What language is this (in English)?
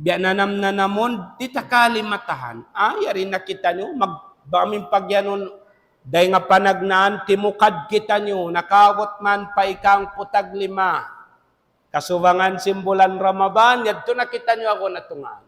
Tausug